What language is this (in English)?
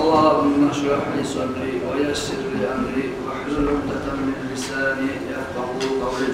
Kumyk